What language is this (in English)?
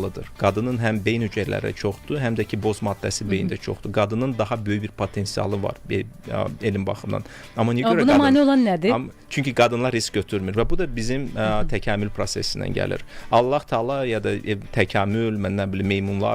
Azerbaijani